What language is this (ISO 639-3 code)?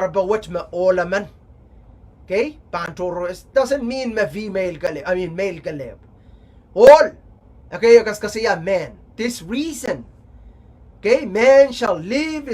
pon